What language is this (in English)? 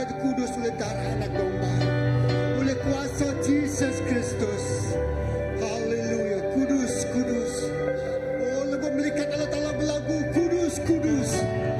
Iban